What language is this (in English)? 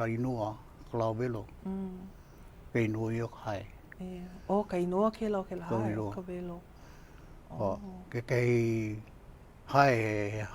Hawaiian